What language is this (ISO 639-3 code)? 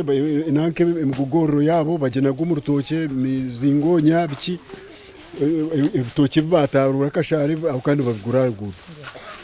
nyn